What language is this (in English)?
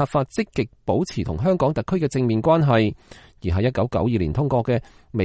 Cantonese